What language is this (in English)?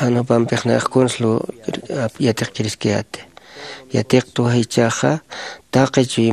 Aymara